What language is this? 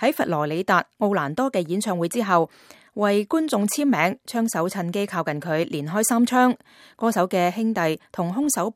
Cantonese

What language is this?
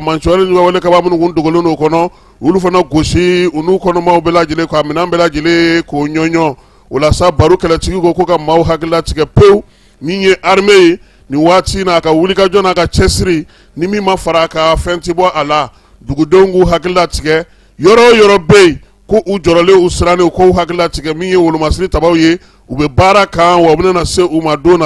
Bambara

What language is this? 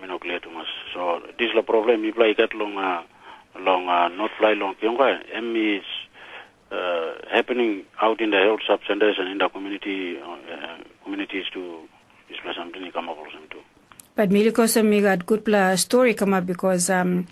Tok Pisin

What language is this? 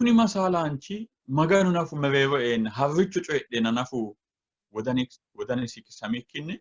Sidamo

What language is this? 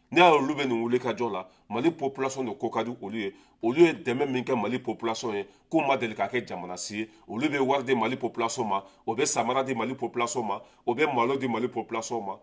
Bambara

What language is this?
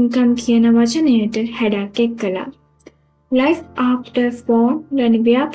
Sinhala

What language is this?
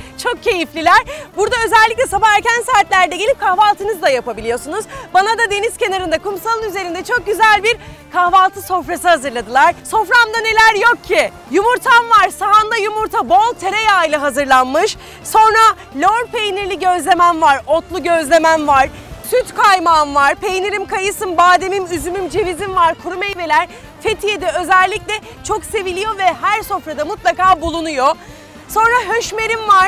Turkish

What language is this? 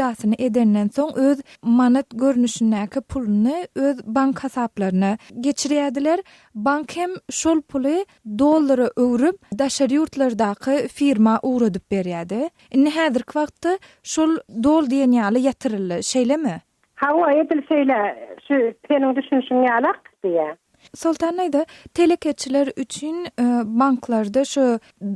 Turkmen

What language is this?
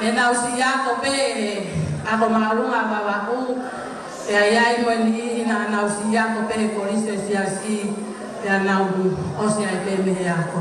Tongan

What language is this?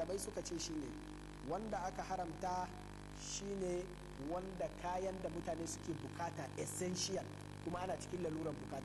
Hausa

